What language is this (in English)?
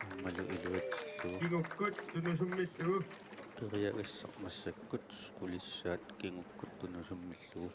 Kalaallisut